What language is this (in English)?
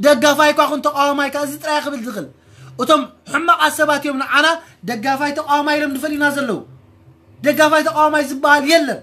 Tigrinya